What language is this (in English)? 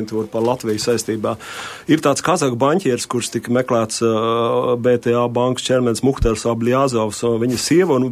Latvian